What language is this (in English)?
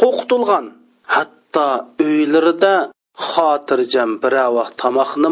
Uyghur